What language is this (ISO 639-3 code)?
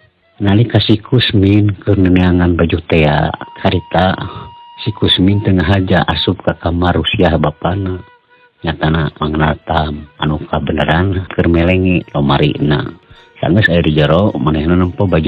sun